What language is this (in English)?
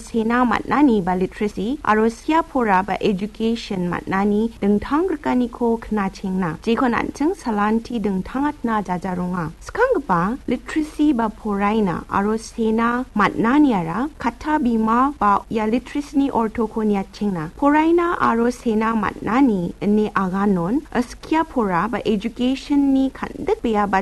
Garo